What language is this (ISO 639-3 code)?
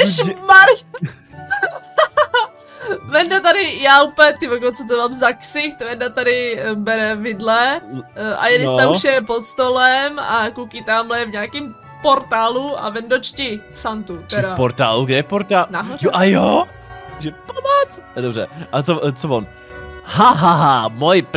ces